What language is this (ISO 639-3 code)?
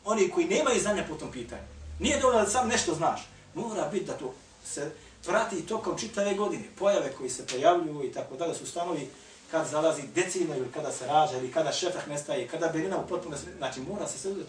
bos